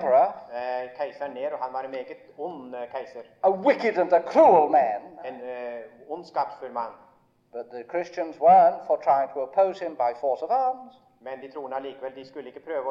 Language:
Norwegian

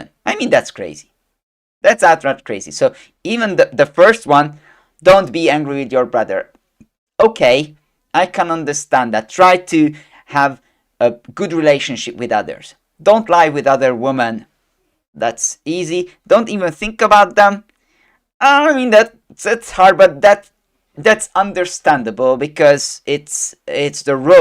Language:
English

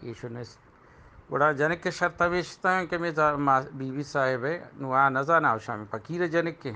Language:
Eastern Balochi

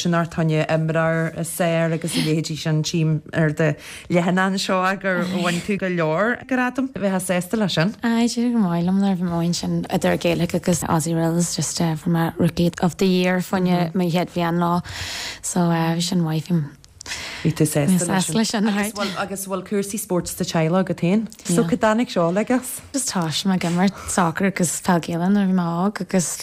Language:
Irish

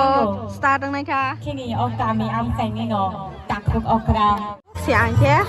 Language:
Kok Borok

